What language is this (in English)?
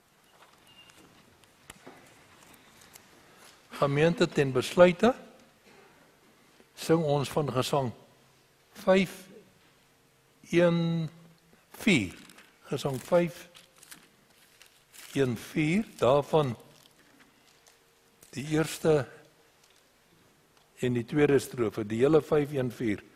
Afrikaans